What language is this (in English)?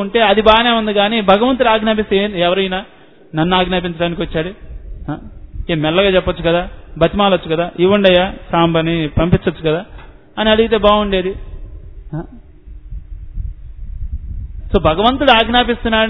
Telugu